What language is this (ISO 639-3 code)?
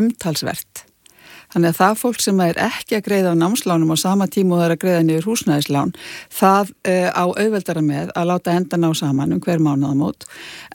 isl